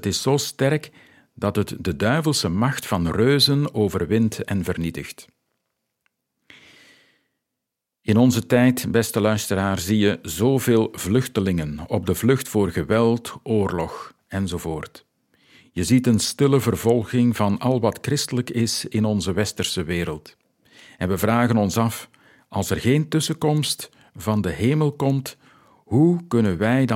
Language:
Dutch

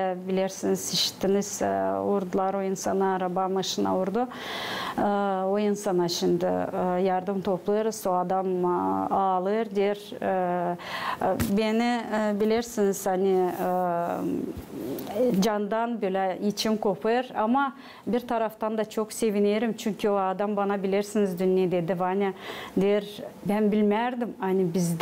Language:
Gagauz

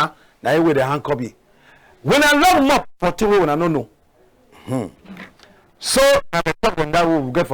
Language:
Cameroon Pidgin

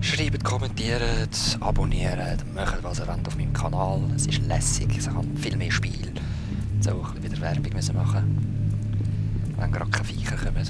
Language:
Swiss German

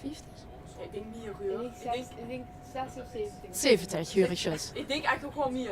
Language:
Limburgish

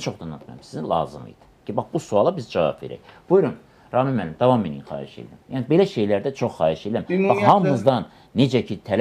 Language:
Azerbaijani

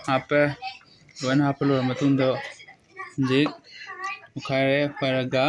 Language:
Manipuri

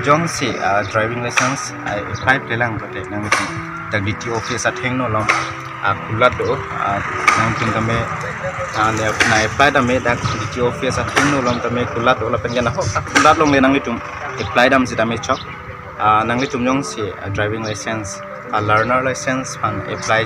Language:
Karbi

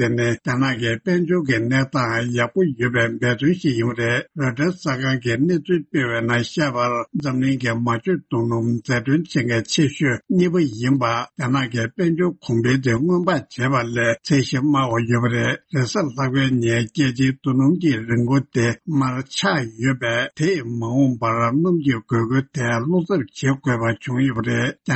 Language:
Tibetan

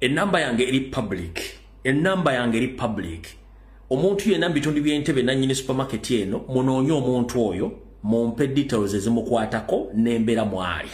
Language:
Ganda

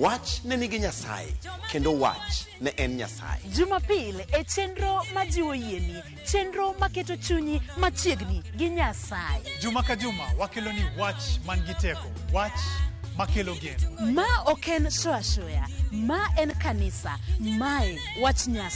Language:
Luo (Kenya and Tanzania)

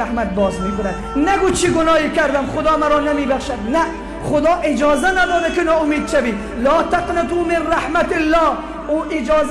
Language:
Tajik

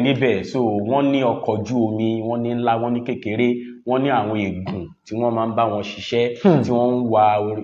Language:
Yoruba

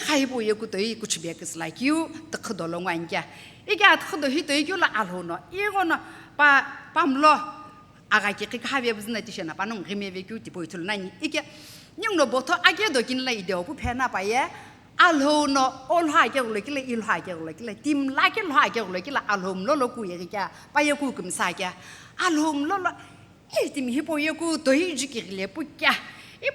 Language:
Sumi Naga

